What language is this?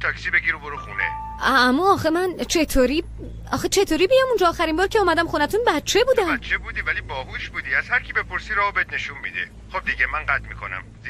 Persian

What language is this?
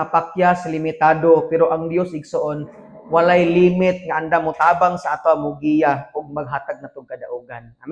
Cebuano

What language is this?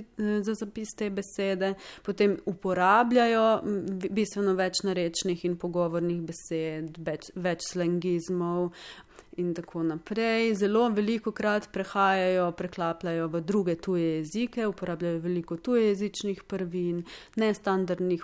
Slovenian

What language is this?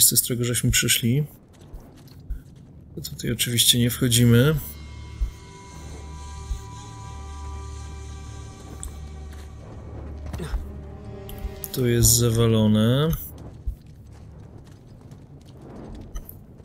Polish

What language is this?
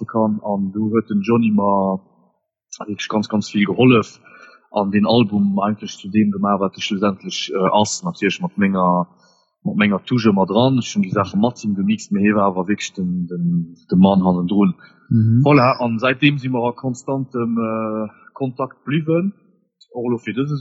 Luxembourgish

